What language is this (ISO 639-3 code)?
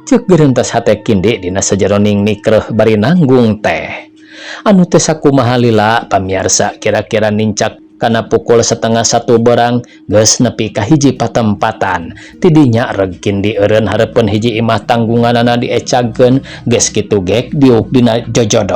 sun